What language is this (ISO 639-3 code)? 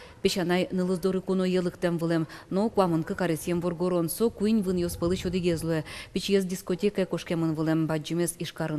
udm